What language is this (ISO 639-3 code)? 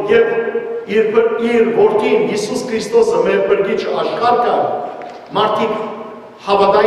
hyw